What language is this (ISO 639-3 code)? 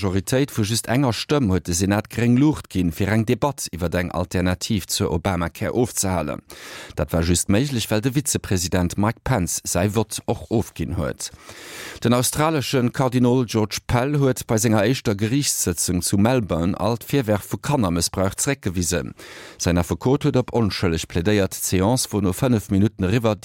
ltz